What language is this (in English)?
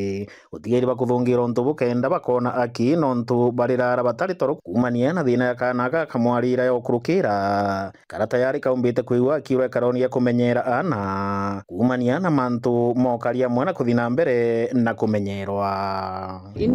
Meru